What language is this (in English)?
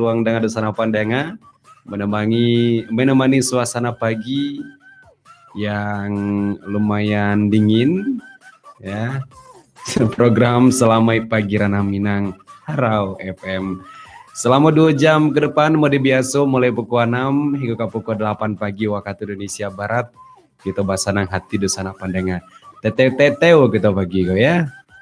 Minangkabau